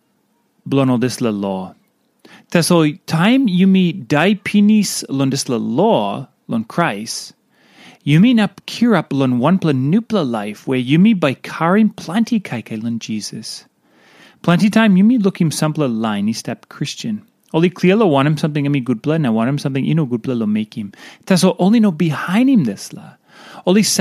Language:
Tok Pisin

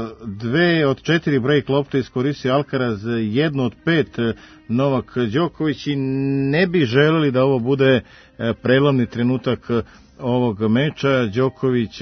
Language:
Serbian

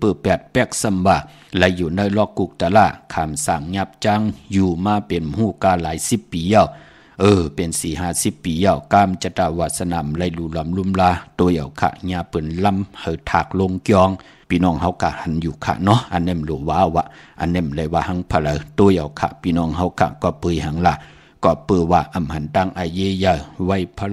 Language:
Shan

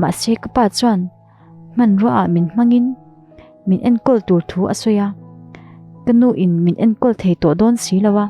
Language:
Mizo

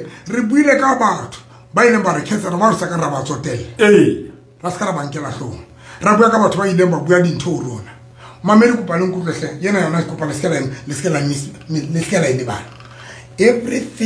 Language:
Southern Sotho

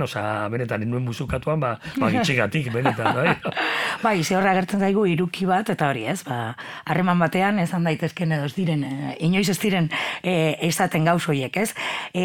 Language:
Basque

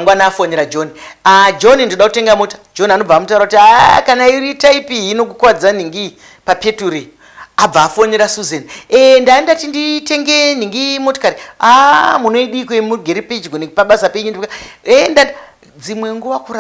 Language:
Shona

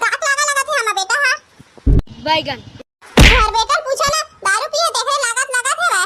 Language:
Chhattisgarhi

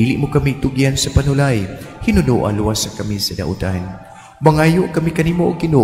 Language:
Cebuano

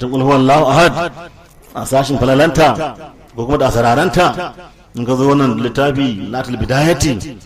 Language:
Hausa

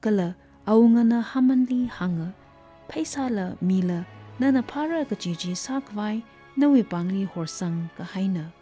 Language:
Tangkhul Naga (India)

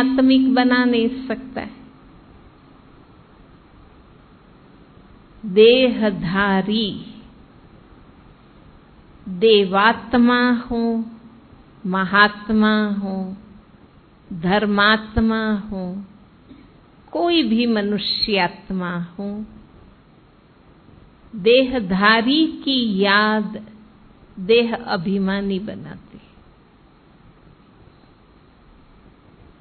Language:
Hindi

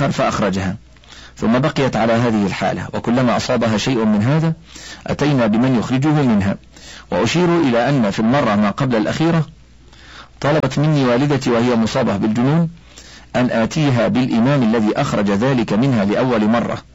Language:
Arabic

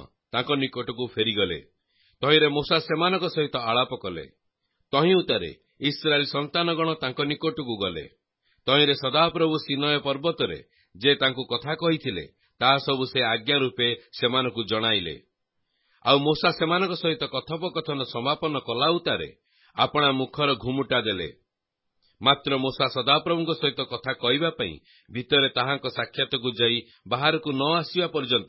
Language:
Odia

